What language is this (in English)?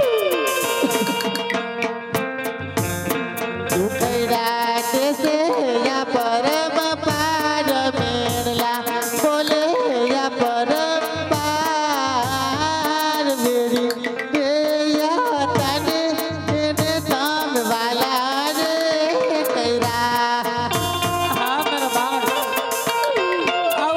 Gujarati